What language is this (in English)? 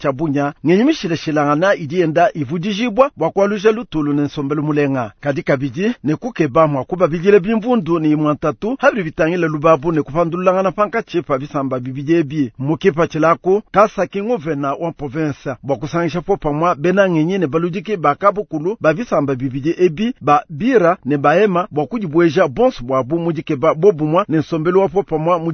Luba-Lulua